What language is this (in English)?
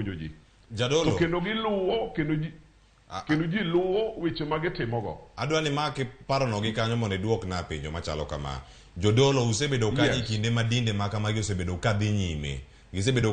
Luo (Kenya and Tanzania)